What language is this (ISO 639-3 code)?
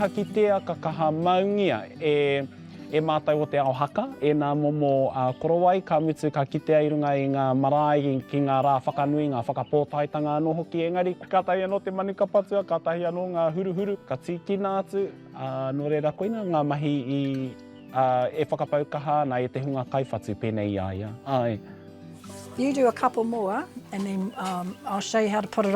mri